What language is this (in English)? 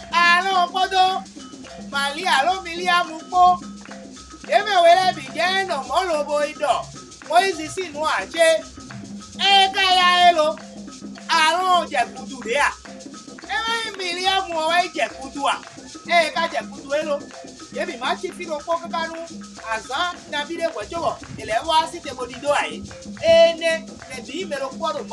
Fon